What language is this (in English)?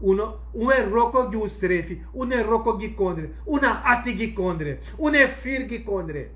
Sranan Tongo